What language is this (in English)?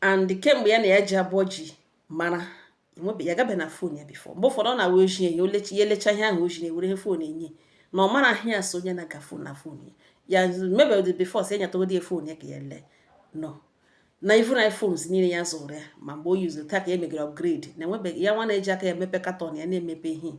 Igbo